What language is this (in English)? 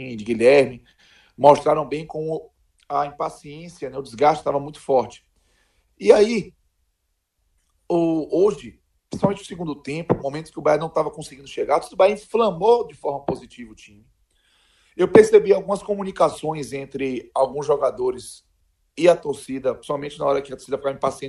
Portuguese